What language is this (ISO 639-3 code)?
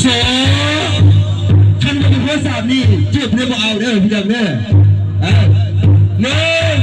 lao